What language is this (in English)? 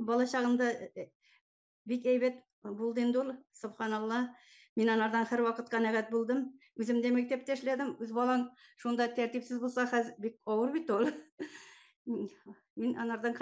Tatar